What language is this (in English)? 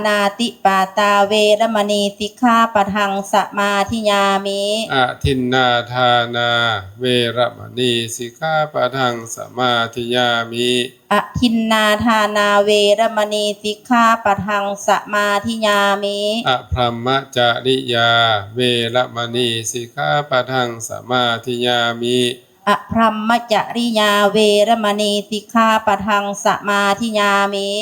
Northeastern Thai